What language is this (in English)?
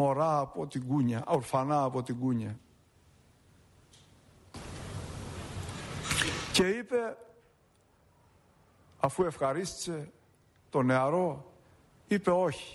Greek